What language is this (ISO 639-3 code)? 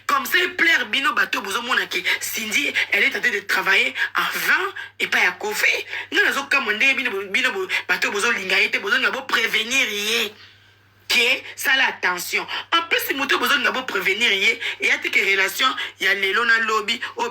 lin